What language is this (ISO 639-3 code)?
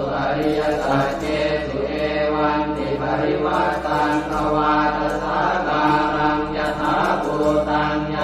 pli